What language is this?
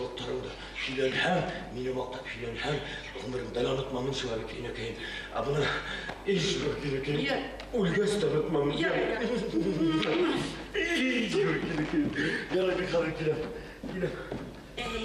Bashkir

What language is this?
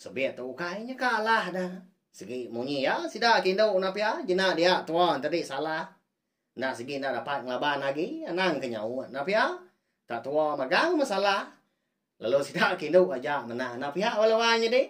Iban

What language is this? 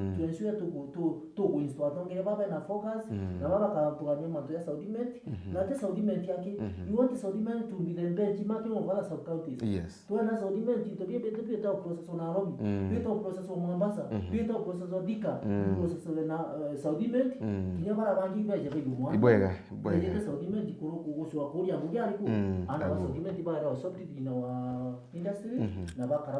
Meru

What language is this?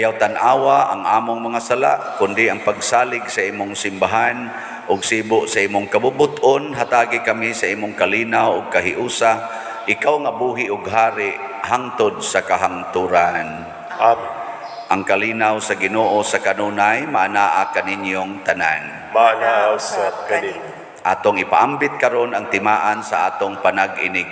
Cebuano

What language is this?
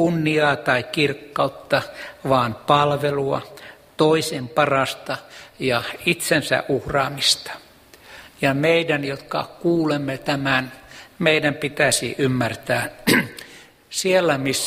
Finnish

